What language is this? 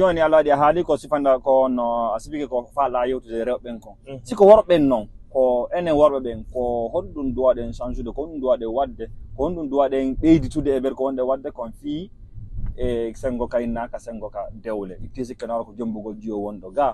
Fula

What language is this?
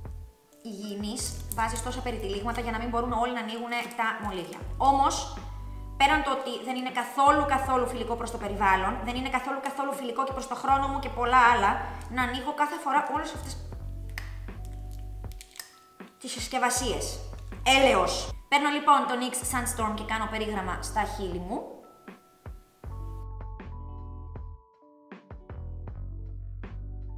Greek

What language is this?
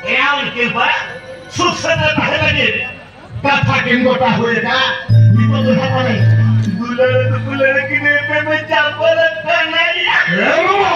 Santali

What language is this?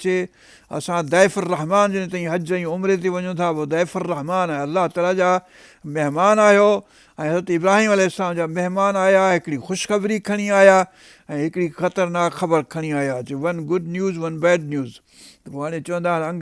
Sindhi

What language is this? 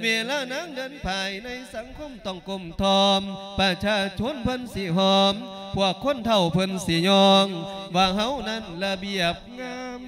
Lao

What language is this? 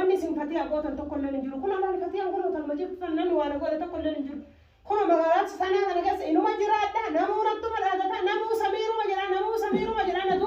Oromo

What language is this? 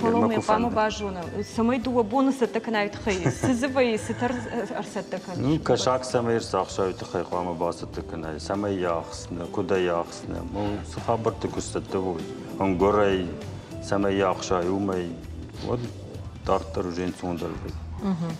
Ossetic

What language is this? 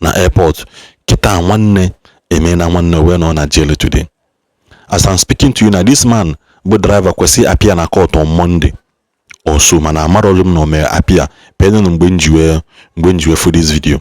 Igbo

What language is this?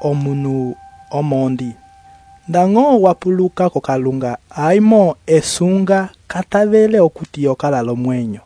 Umbundu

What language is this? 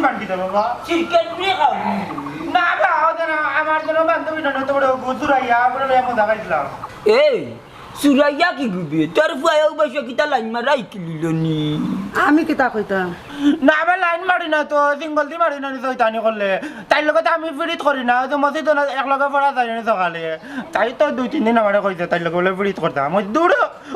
Sylheti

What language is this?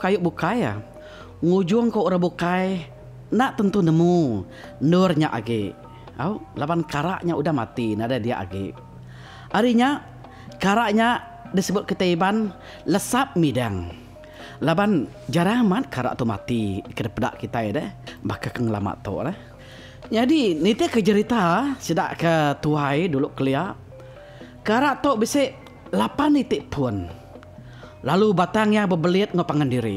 Iban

